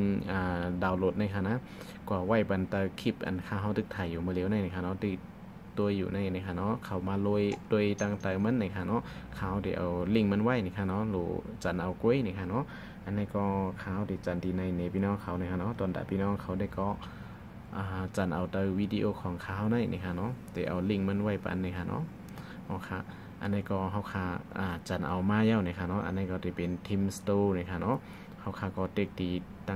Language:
Shan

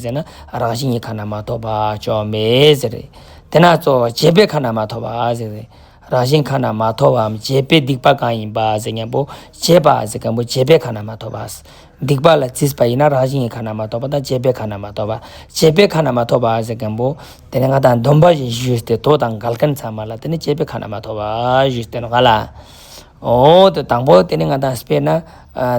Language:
Ladakhi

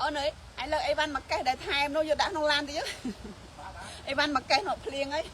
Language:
Khmer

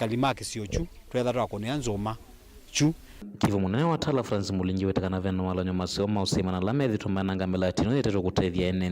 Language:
Kamba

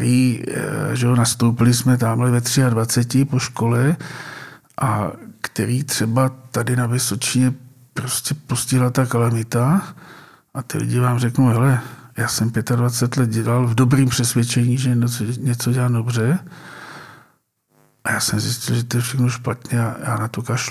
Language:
Czech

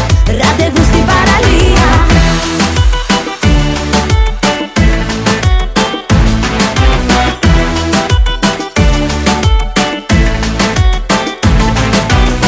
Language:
Greek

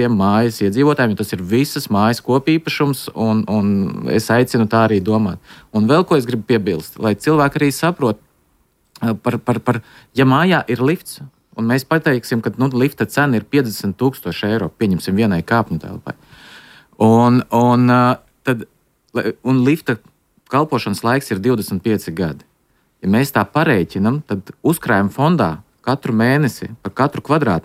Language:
Latvian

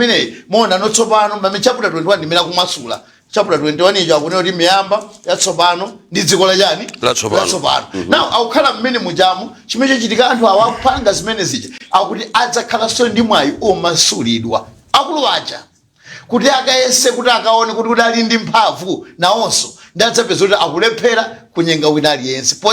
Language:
Nyanja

